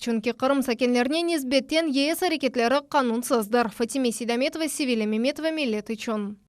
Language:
Crimean Tatar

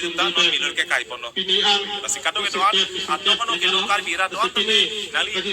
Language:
Karbi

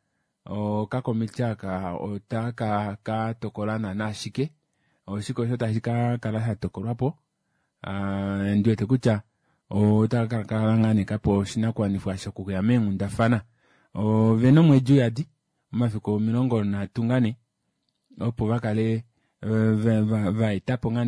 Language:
Kuanyama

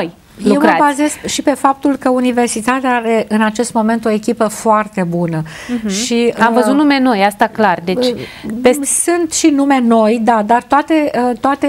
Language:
Romanian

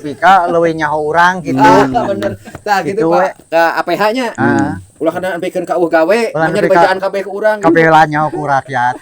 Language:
Sundanese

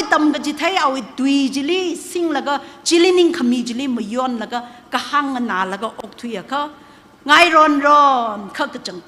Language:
Tangkhul Naga (India)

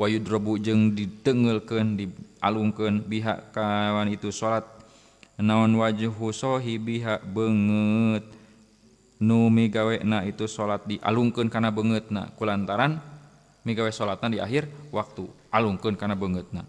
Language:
Sundanese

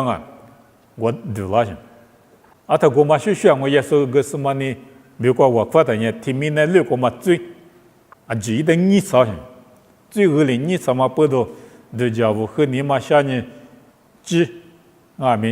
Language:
Lisu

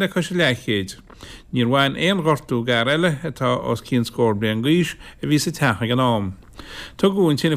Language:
Irish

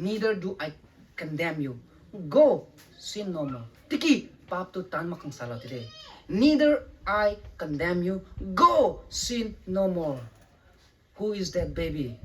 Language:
Rongmei Naga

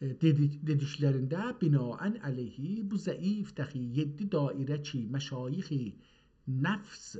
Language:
South Azerbaijani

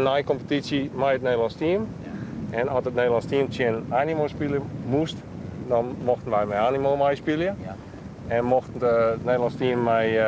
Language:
Western Frisian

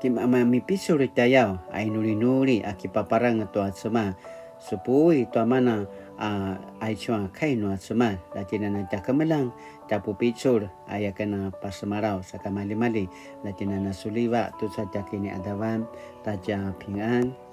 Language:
Paiwan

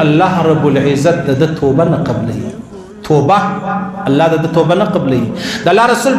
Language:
Pashto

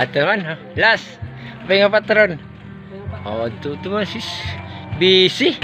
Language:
Waray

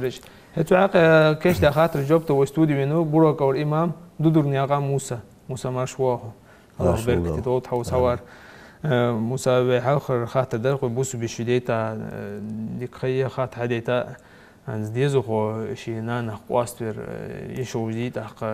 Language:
Ingush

